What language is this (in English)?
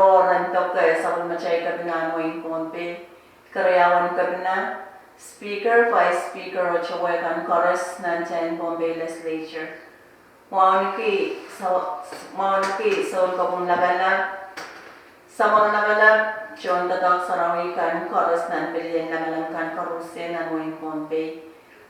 Pohnpeian